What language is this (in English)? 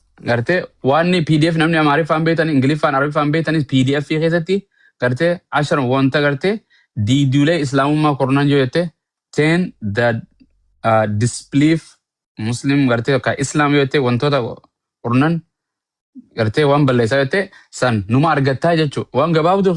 Oromo